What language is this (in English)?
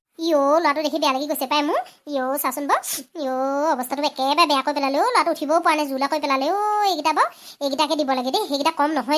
Assamese